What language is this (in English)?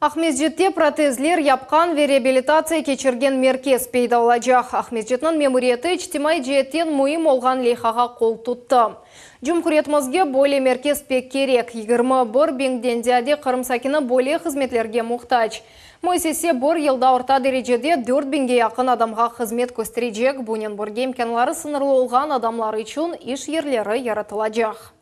Crimean Tatar